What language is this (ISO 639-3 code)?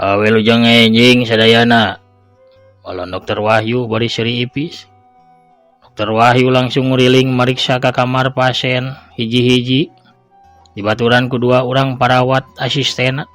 sun